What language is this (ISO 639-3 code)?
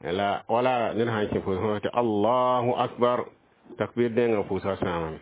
mos